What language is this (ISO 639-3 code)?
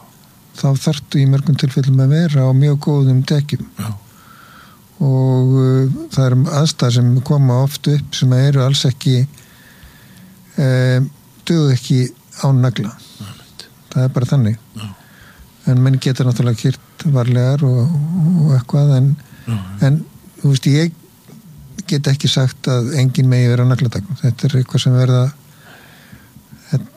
isl